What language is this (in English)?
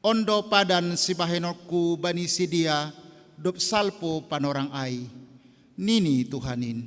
Batak Simalungun